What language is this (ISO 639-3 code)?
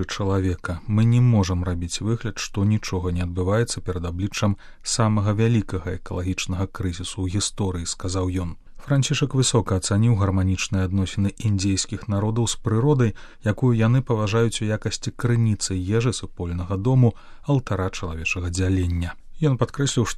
bel